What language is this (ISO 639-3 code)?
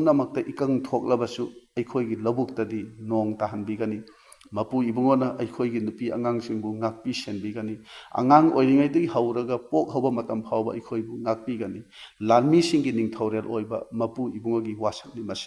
mni